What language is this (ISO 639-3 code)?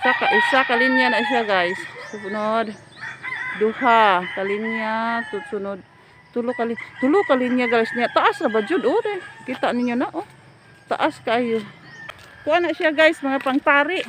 ceb